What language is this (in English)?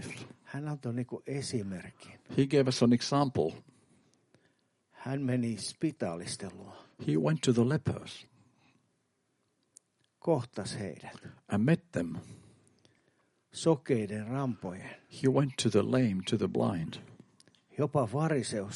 Finnish